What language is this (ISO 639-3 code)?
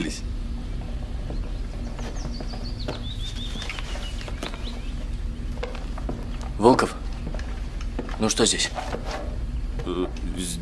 rus